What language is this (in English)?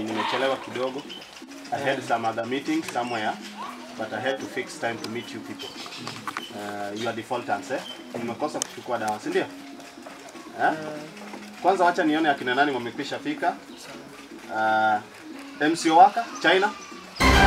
Swahili